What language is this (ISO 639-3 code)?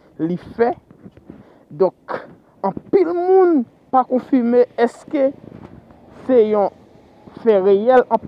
hat